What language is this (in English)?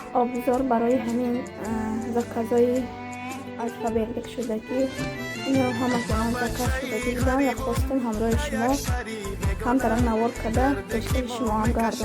Tajik